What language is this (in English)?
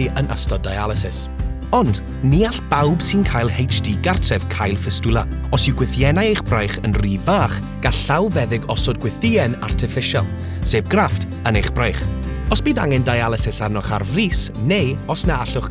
Welsh